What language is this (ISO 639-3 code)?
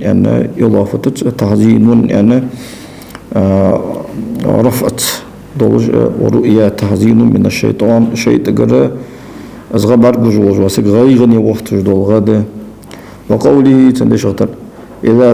inh